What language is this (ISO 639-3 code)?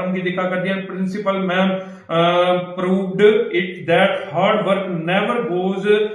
doi